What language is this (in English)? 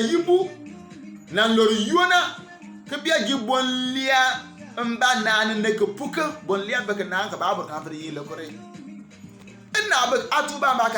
Bimoba